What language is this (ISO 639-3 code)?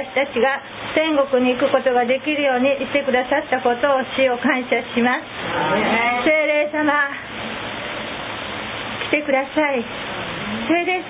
jpn